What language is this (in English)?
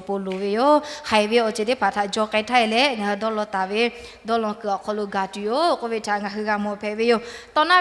Lahu